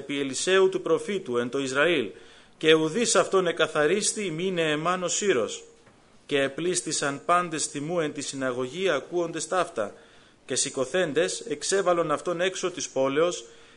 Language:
Greek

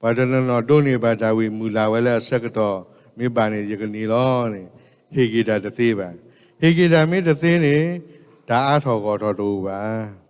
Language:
S'gaw Karen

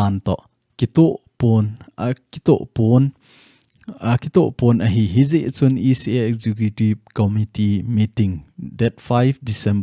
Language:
Thado Chin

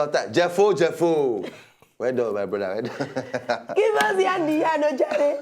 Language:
Nigerian Pidgin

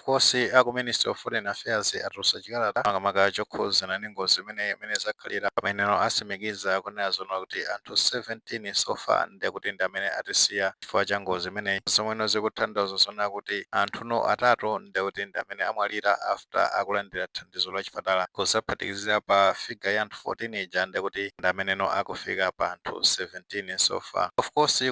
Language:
Nyanja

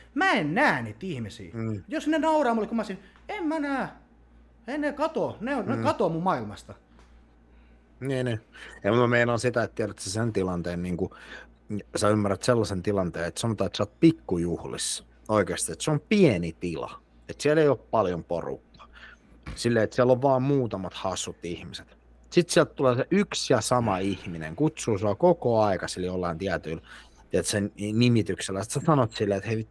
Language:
Finnish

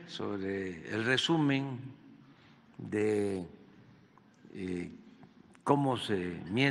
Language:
Spanish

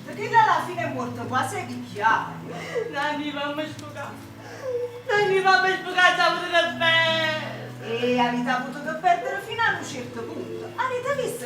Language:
Neapolitan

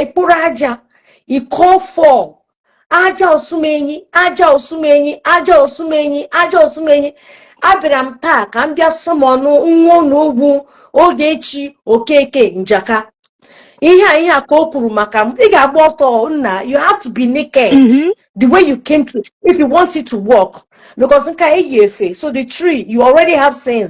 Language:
Igbo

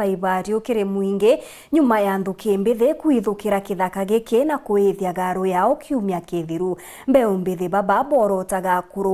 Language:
Meru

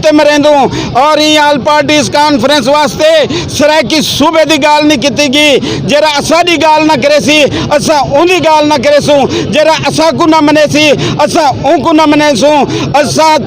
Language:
Saraiki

